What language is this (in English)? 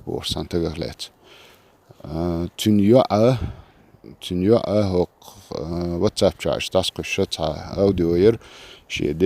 Chechen